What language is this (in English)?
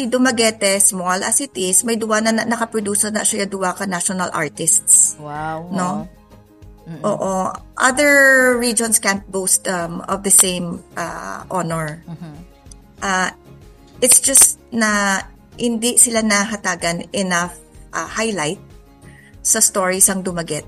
Hiligaynon